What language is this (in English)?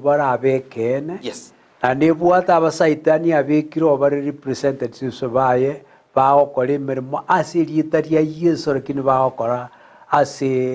Gusii